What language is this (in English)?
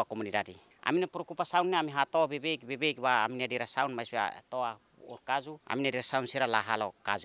Tetum